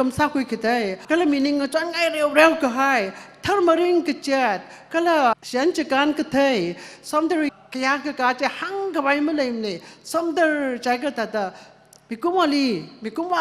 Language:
Tangkhul Naga (India)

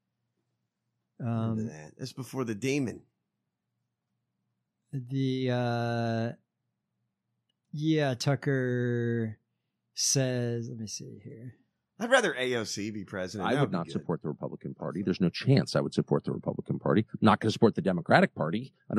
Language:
English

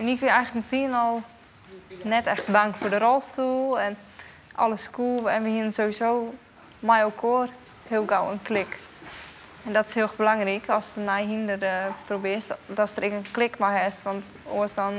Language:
Western Frisian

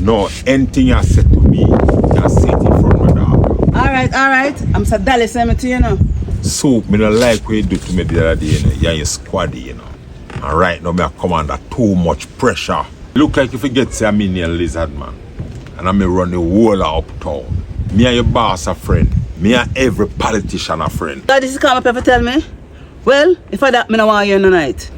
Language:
Jamaican Creole English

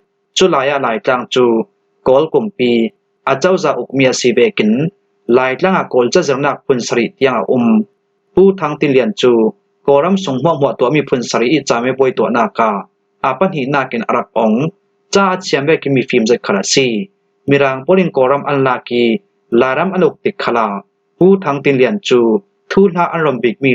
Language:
Falam Chin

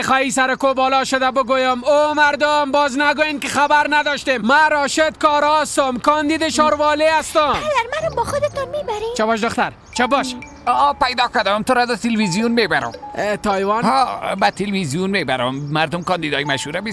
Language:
Persian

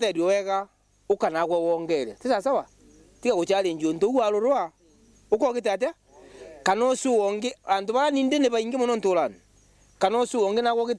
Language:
Meru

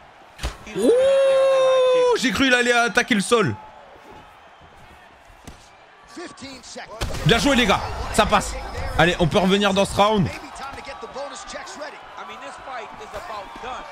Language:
French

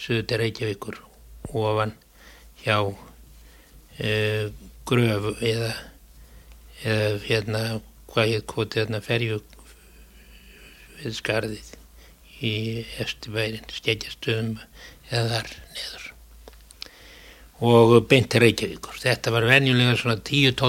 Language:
Icelandic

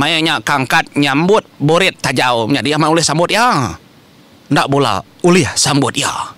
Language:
Iban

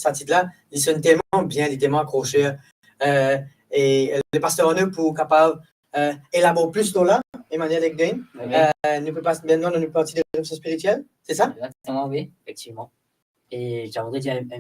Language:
Morisyen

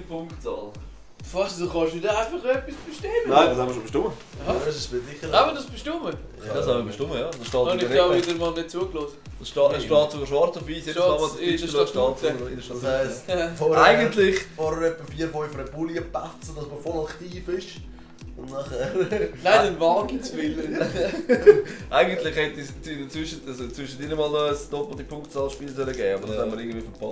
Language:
Swiss German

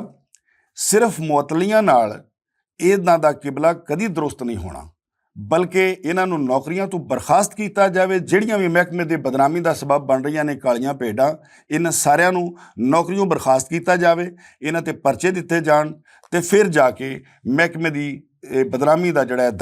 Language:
Western Panjabi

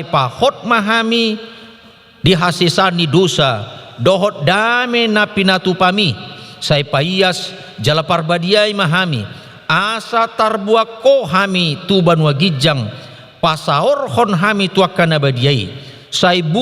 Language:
Batak Toba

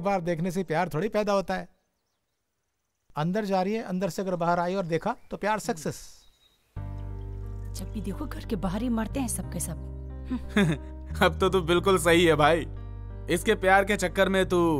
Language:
Hindi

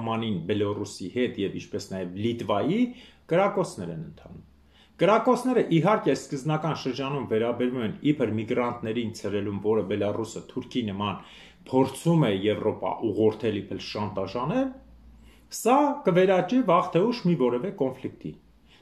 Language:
Armenian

